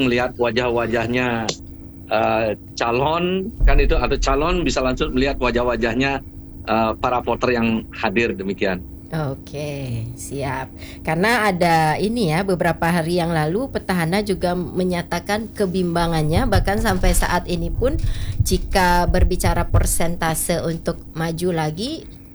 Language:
Indonesian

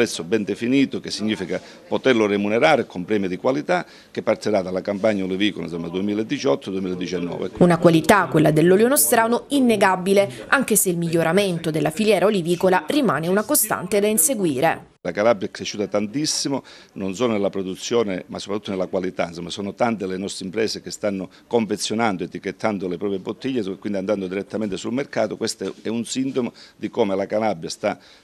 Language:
Italian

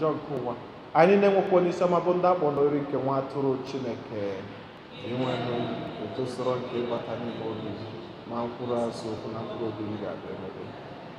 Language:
Igbo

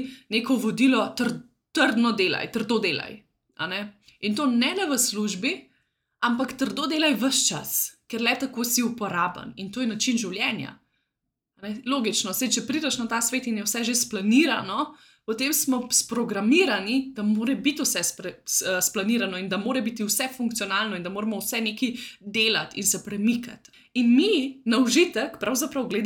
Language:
Slovenian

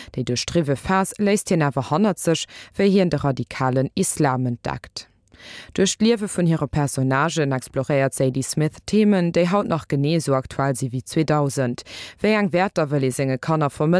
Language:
Luxembourgish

